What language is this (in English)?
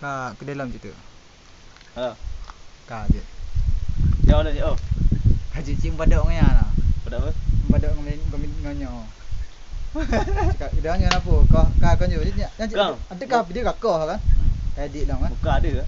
Achinese